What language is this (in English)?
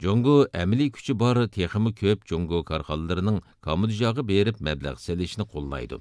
Uyghur